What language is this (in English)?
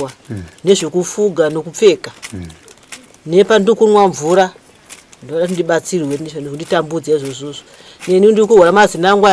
Shona